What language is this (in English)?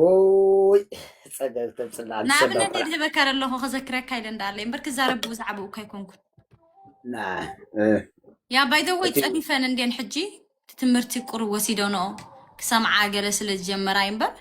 Tigrinya